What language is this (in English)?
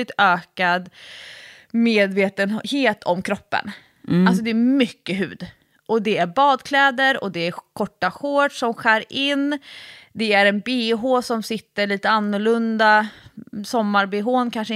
Swedish